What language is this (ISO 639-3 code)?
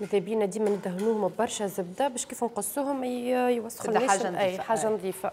aeb